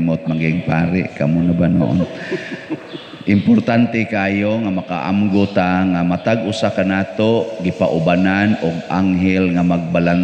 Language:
Cebuano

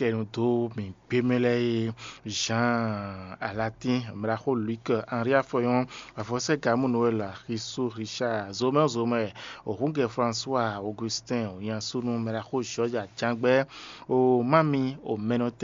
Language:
Fon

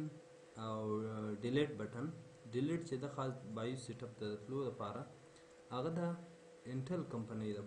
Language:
Pashto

